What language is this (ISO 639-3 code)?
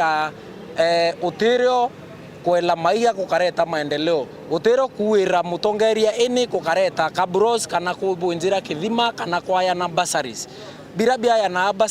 mer